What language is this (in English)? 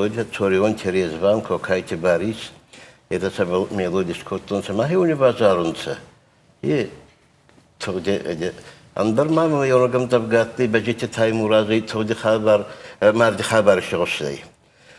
Ossetic